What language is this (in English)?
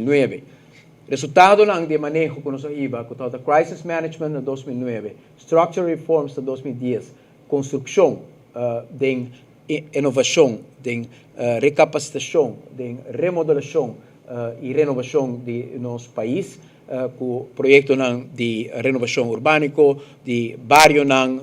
Papiamento